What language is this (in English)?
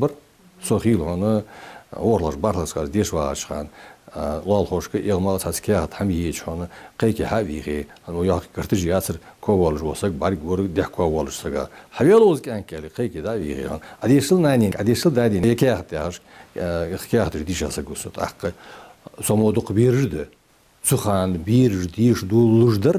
Ingush